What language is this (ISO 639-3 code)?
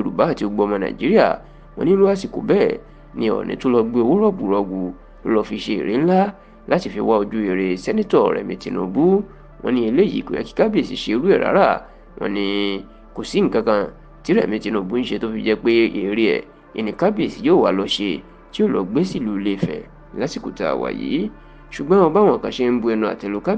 yor